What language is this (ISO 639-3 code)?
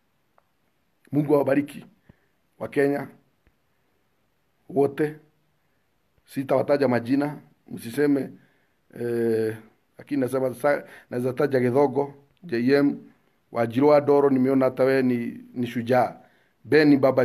swa